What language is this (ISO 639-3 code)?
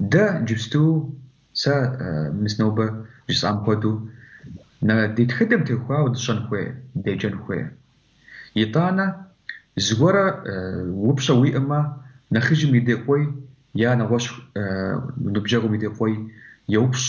kbd